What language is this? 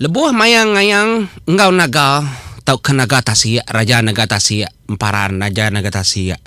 Iban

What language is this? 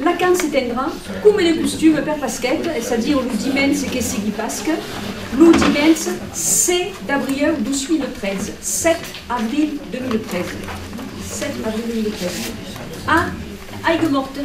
Occitan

